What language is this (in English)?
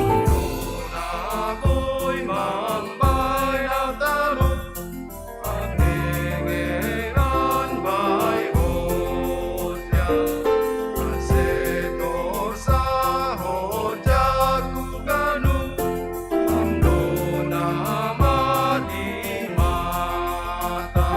Batak Simalungun